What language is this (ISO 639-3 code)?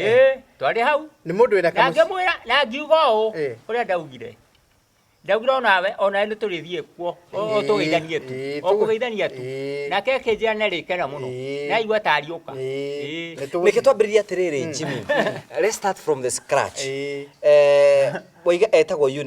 kik